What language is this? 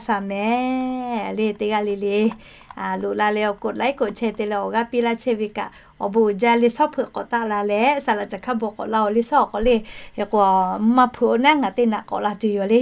Lahu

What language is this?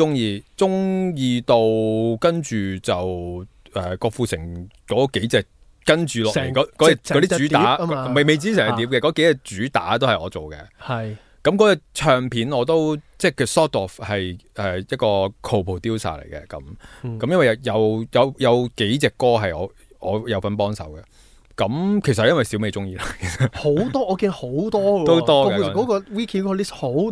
Cantonese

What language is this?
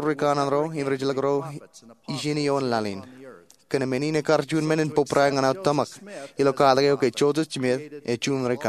Marshallese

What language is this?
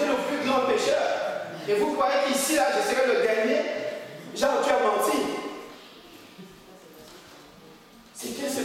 French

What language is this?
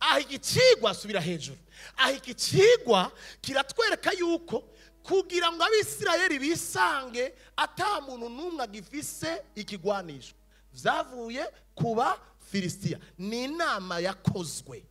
Rundi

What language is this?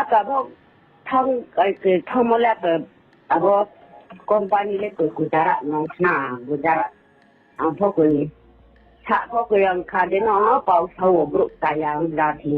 Riang (India)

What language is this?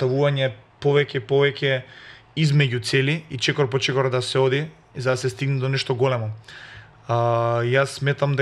Macedonian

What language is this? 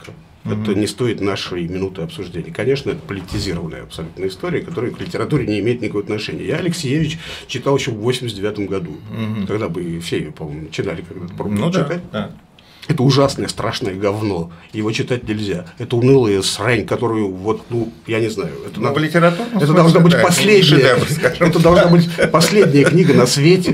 Russian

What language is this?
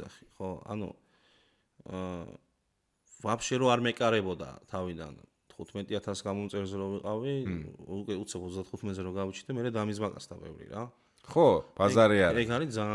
Georgian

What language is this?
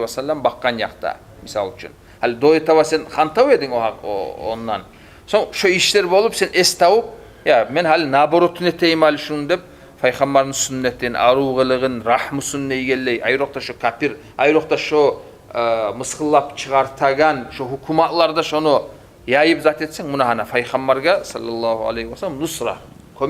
Kumyk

